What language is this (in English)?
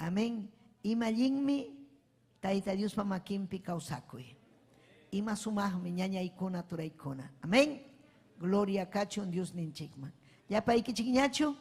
Ayacucho Quechua